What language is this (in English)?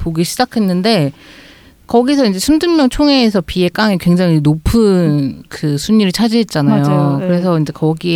Korean